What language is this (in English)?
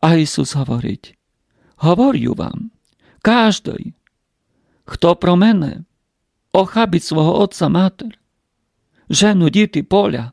Rusyn